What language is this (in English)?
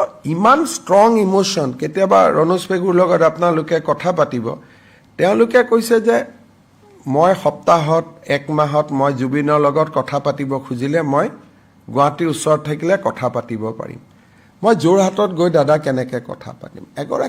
Assamese